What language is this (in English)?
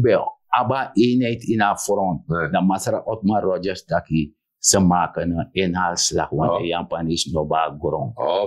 Sranan Tongo